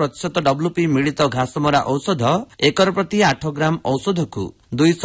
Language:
Odia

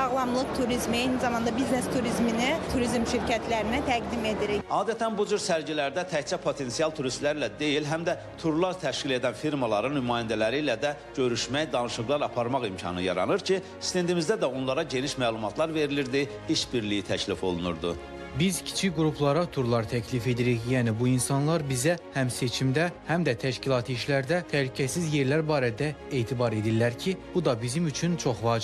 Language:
Azerbaijani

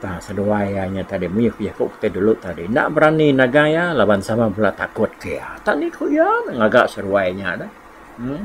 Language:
Iban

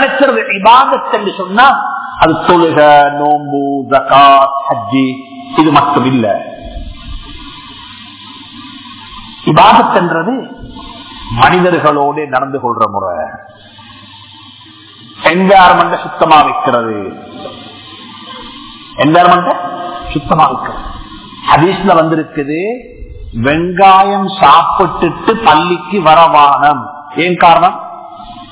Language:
Tamil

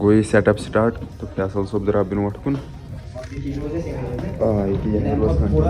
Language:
Kashmiri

